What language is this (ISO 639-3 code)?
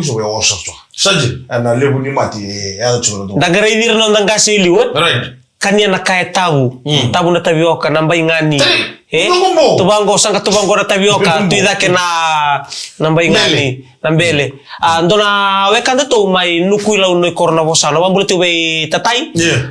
fij